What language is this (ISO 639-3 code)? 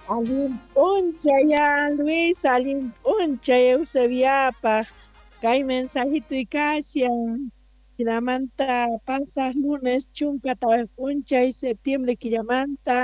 que